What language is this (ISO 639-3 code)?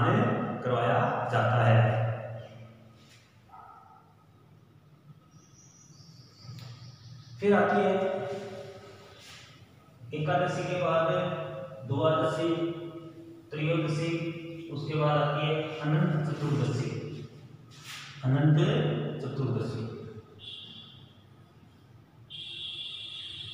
hin